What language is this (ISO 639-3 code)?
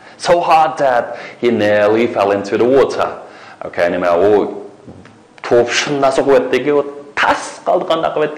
uig